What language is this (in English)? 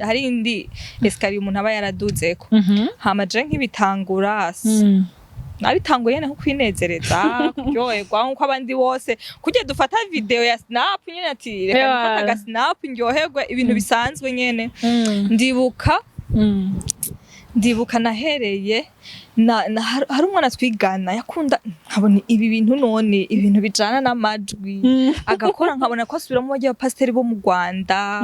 Rundi